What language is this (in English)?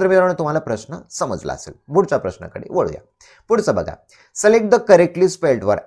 Marathi